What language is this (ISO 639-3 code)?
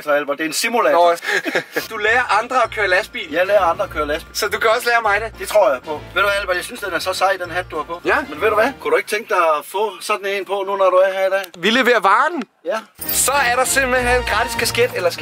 dan